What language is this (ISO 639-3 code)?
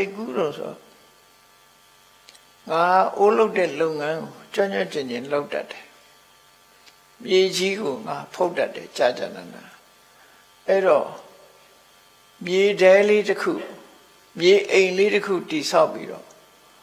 mya